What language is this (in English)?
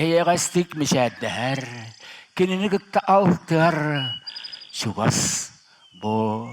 Yakut